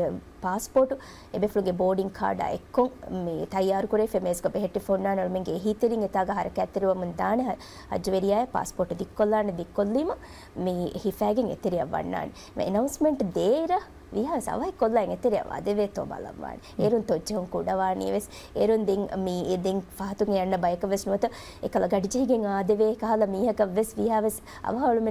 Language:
Divehi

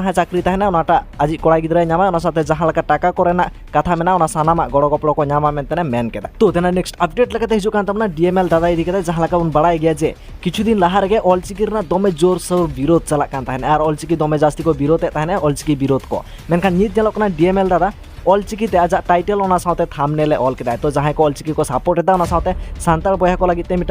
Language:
Santali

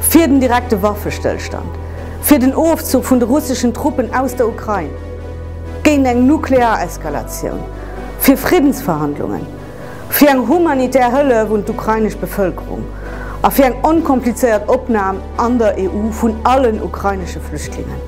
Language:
Luxembourgish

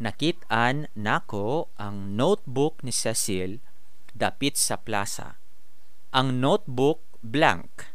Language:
Cebuano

